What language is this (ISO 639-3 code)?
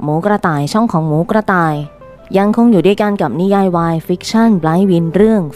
tha